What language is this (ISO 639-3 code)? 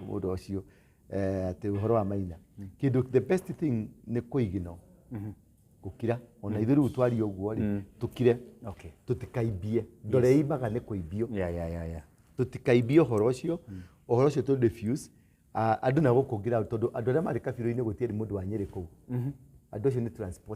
kik